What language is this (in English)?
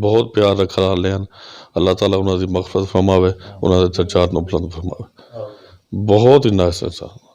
Saraiki